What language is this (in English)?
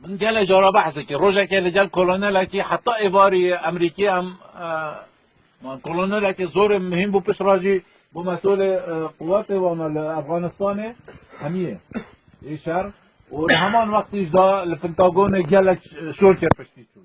Kurdish